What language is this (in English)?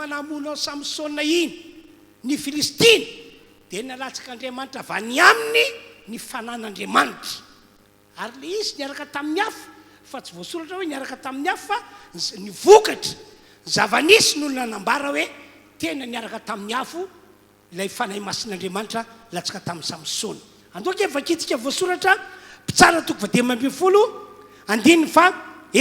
Malagasy